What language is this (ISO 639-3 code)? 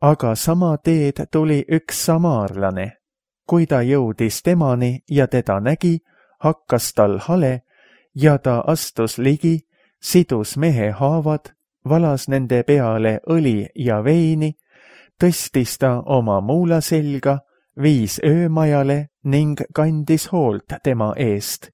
est